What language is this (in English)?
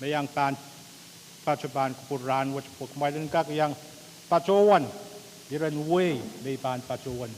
Pohnpeian